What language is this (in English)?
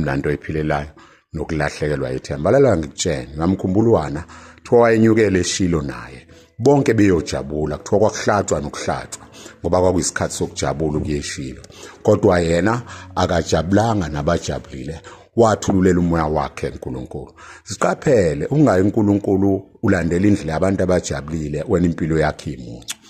Zulu